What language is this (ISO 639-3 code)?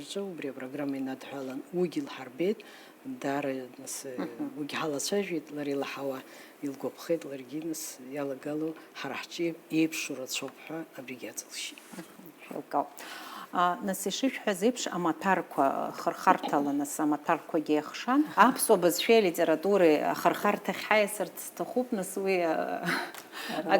abk